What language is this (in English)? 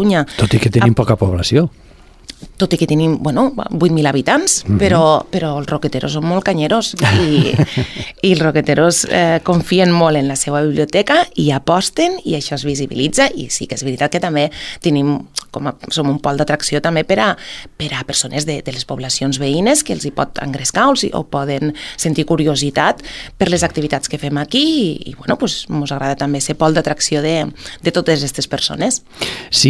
Catalan